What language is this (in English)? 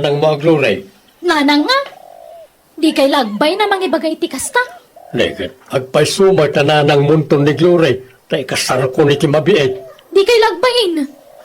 Iloko